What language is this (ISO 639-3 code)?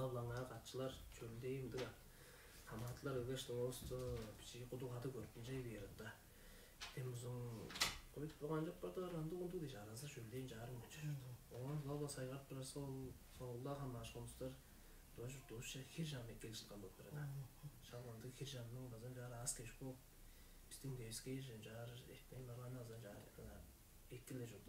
tyv